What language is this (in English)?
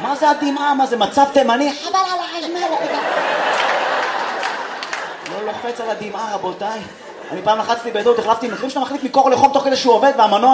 Hebrew